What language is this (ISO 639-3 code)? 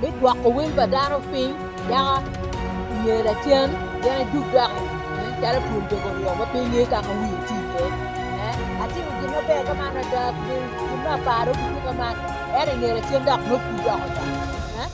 ach